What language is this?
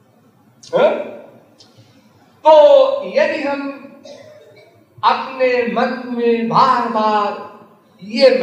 Hindi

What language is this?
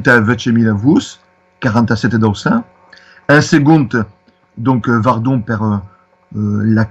Occitan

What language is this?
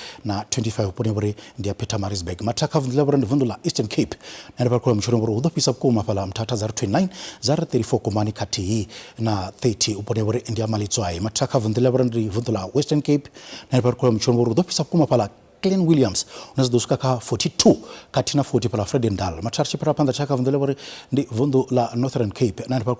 Venda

